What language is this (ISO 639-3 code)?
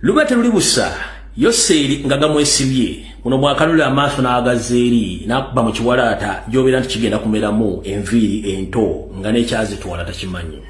lug